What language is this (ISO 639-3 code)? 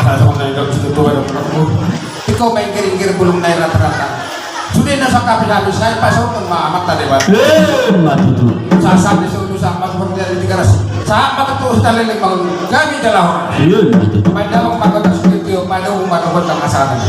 bbc